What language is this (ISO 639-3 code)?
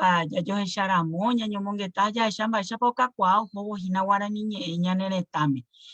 grn